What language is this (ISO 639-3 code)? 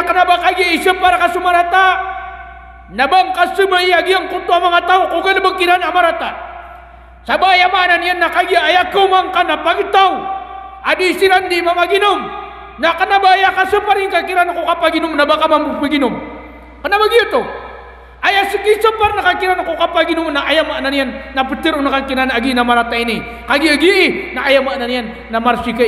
mrw